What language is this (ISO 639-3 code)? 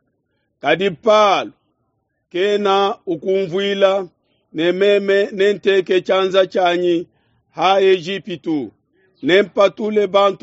lua